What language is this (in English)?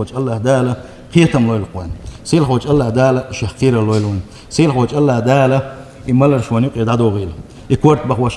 Chechen